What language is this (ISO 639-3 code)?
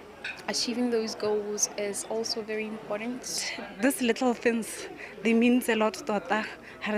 tsn